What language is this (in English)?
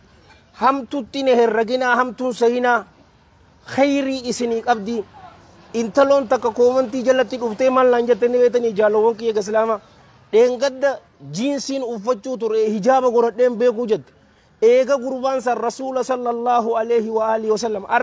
Oromo